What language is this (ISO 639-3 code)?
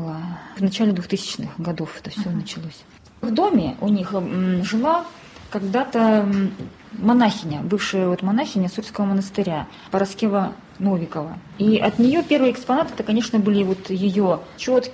rus